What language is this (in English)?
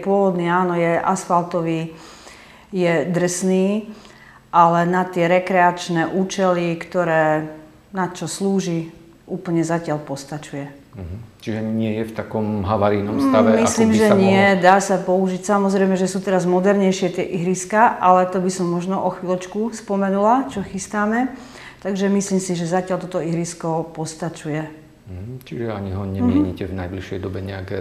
Slovak